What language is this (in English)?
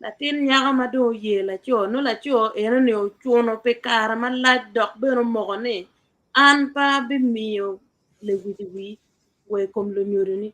Acoli